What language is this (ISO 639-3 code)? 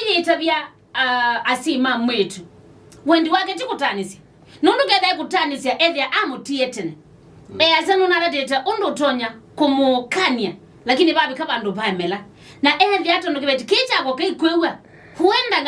kam